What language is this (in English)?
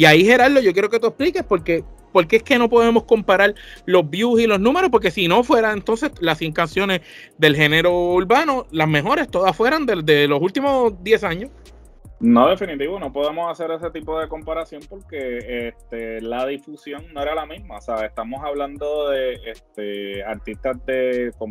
Spanish